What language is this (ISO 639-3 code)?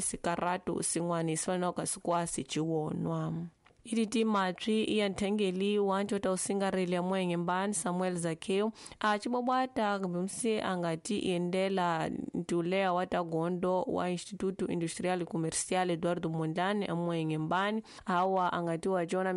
tso